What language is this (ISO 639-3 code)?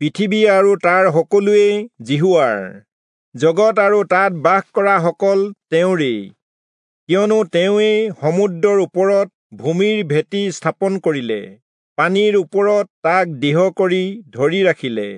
asm